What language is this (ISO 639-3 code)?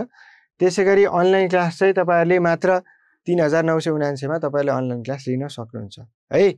nep